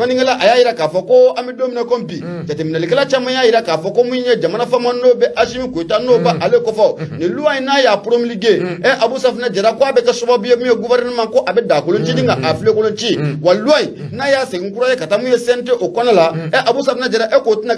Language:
Bambara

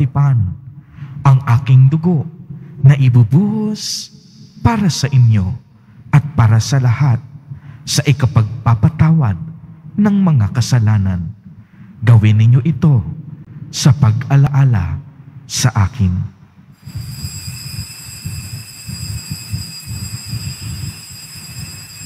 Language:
Filipino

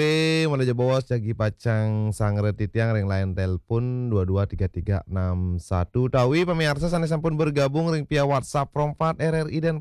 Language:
Balinese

